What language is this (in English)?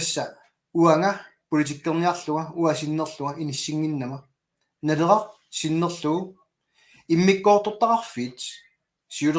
Kalaallisut